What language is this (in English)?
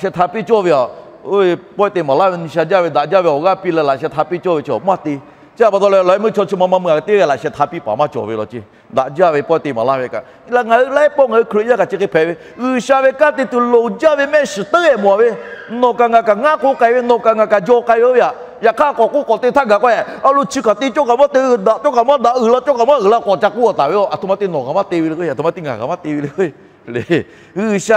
Lahu